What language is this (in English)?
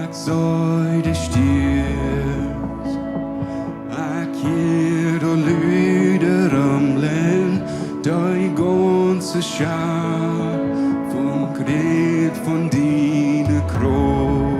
Plautdietsch